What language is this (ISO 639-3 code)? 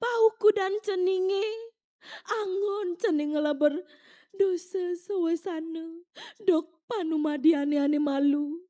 ban